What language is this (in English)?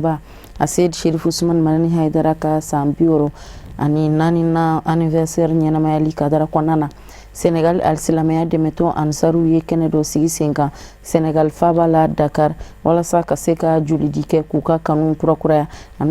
Bambara